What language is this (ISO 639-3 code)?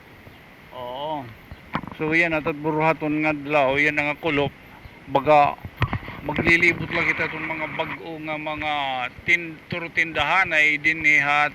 war